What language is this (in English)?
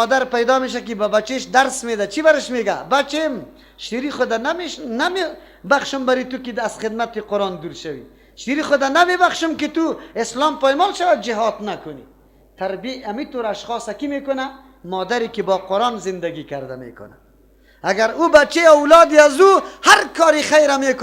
Persian